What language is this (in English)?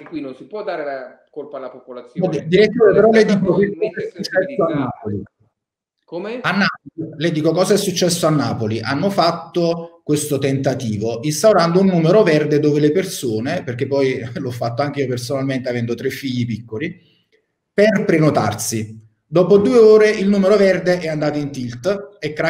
Italian